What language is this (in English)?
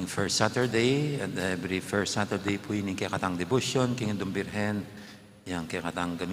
Pampanga